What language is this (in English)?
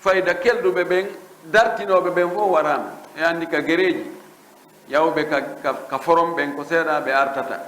Fula